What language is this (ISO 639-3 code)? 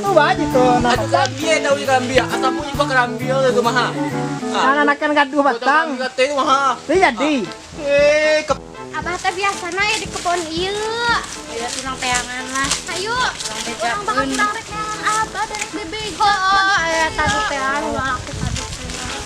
min